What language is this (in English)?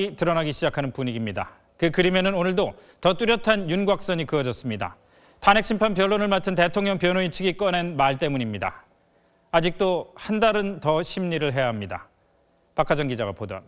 Korean